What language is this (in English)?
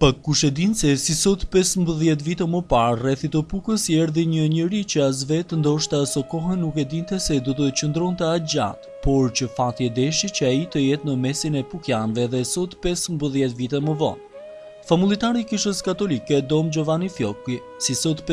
Albanian